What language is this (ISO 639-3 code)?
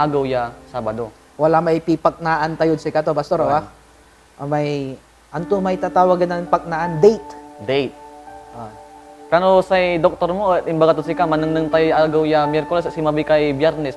pag